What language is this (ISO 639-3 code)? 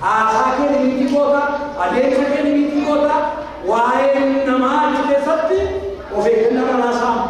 orm